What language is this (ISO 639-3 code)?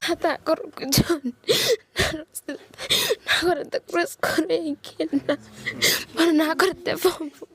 guz